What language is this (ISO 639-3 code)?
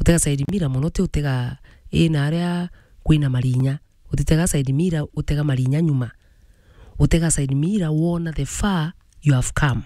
mer